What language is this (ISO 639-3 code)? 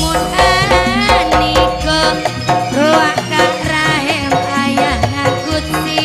mad